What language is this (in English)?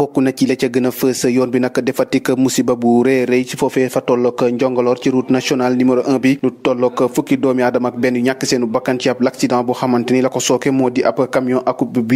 Wolof